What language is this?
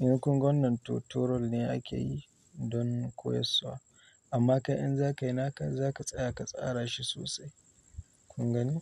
Hausa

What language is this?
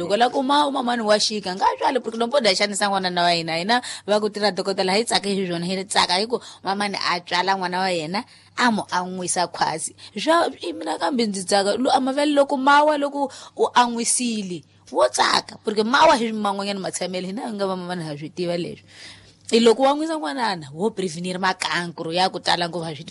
Tsonga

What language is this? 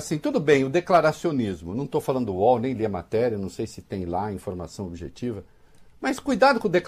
Portuguese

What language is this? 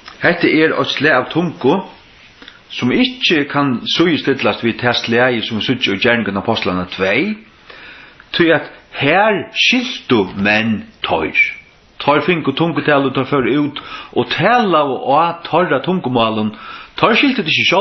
Faroese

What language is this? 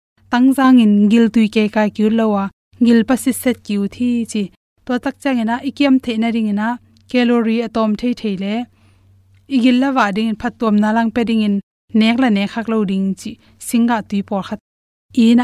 Tedim Chin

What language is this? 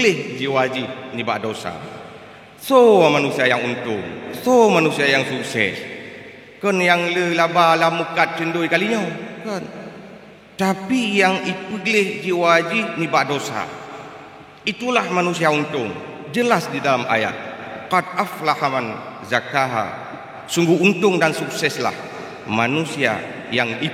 Achinese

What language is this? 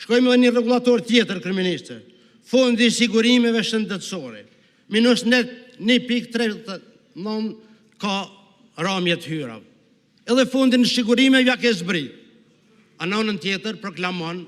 Albanian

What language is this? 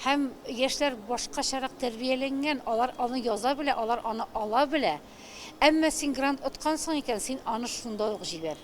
Tatar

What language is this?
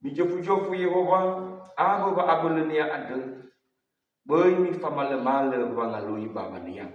Nias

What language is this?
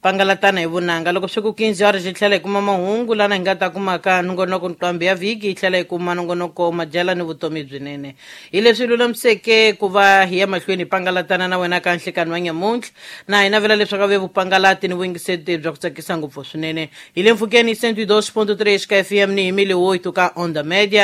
Tsonga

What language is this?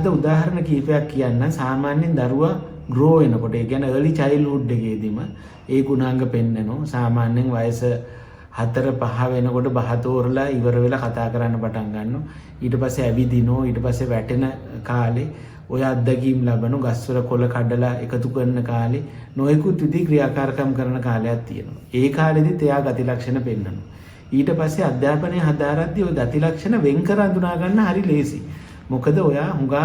Sinhala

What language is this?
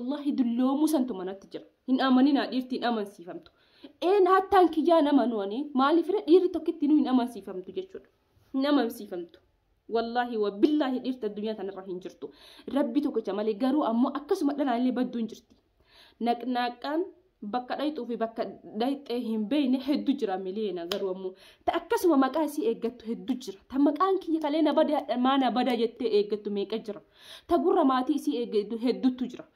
Oromo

